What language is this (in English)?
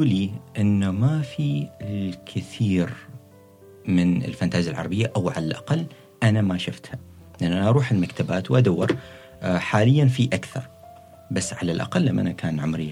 Gulf Arabic